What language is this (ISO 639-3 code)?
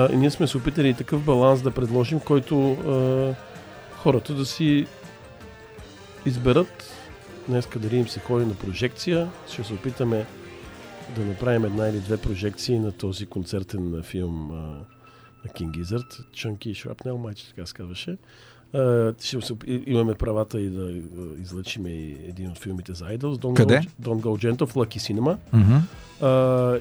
bul